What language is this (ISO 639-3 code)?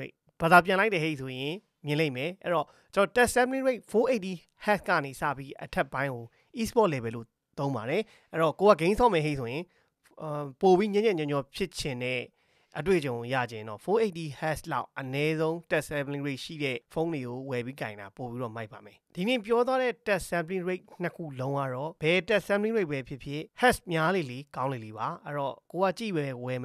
mya